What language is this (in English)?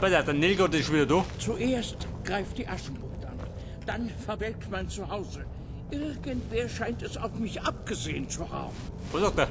Bavarian